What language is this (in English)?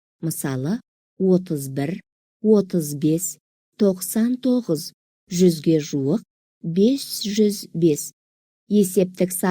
Kazakh